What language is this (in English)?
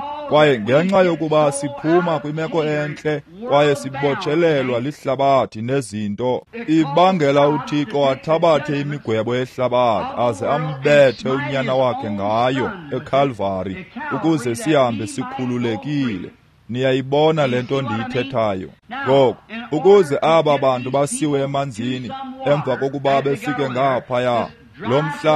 Xhosa